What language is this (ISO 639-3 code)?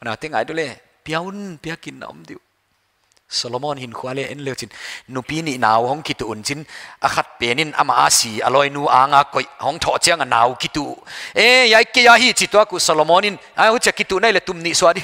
pck